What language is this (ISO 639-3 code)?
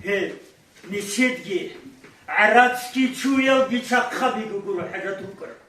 ava